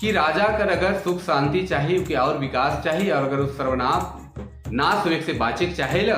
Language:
Sadri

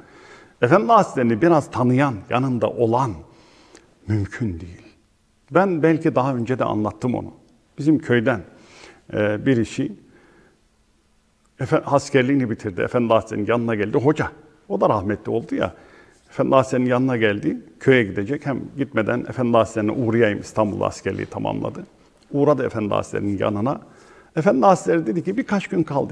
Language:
Turkish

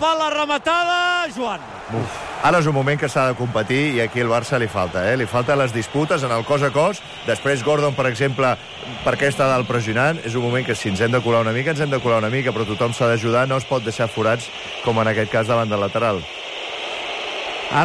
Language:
Catalan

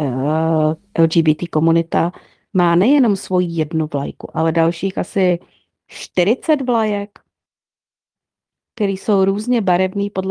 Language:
Czech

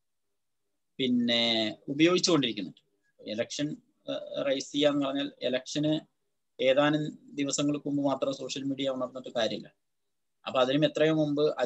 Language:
Malayalam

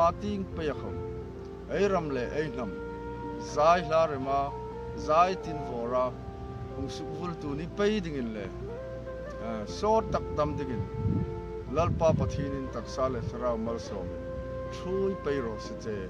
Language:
Hmar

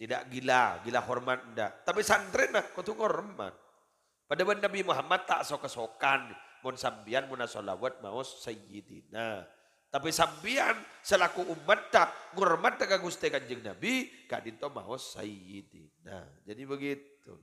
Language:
Madurese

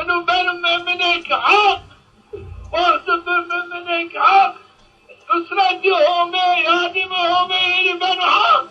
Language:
Zaza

